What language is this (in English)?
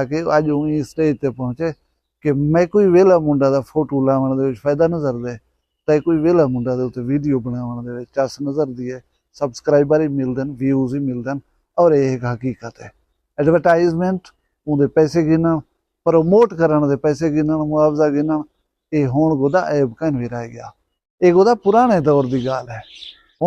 Saraiki